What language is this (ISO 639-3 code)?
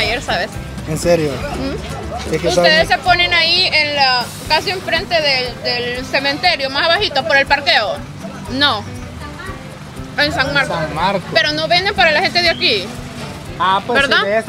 spa